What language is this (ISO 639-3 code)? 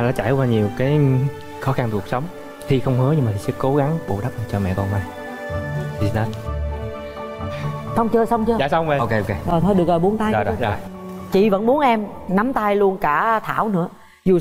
vie